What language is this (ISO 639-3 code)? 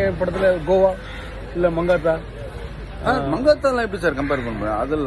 tam